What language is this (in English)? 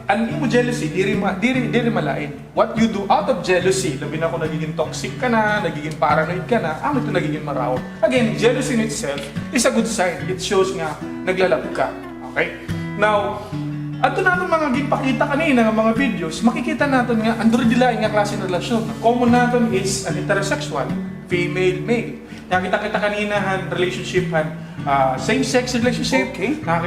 Waray